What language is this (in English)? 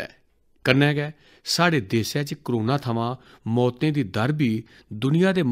Dogri